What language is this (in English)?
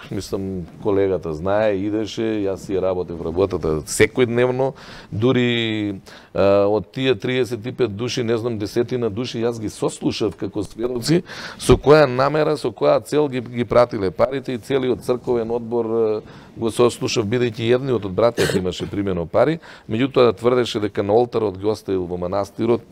Macedonian